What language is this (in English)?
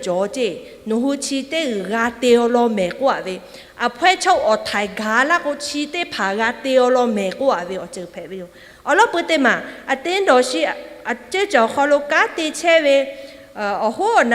Lahu